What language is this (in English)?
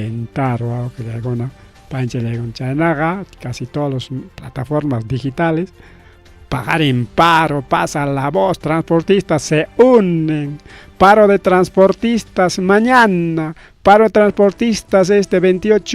Ayacucho Quechua